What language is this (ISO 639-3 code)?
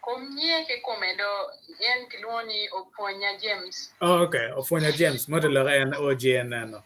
ach